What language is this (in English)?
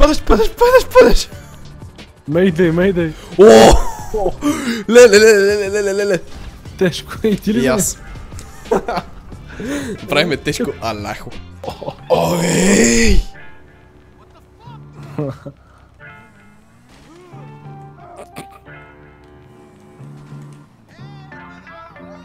Bulgarian